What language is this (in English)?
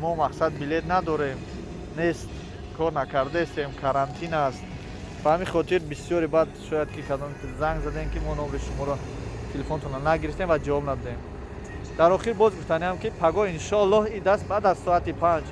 Tajik